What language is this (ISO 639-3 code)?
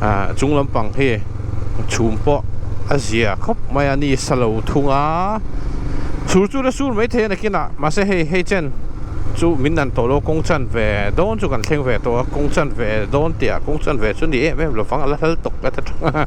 lus